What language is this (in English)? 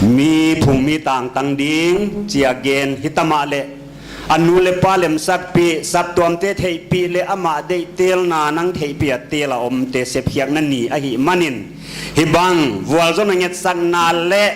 Paite Chin